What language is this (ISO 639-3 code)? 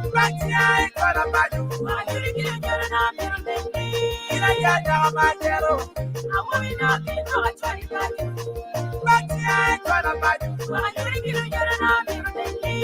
ach